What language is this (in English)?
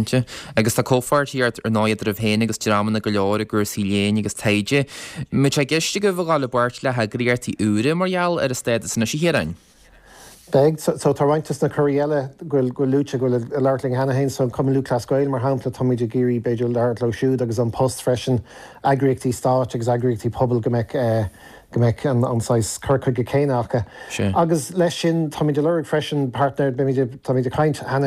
Irish